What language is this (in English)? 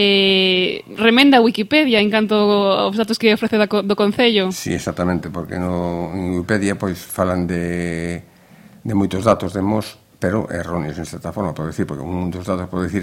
Galician